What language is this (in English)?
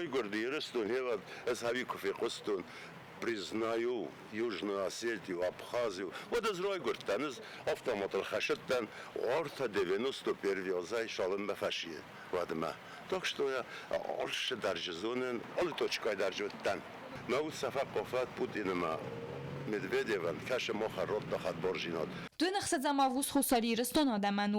Ossetic